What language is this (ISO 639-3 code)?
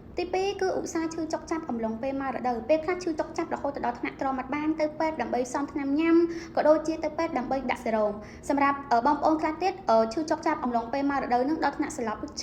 khm